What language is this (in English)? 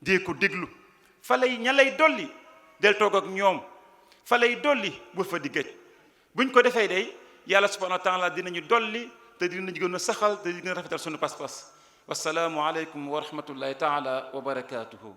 Wolof